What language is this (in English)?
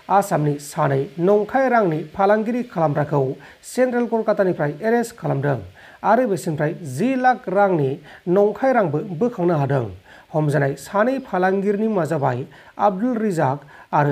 Bodo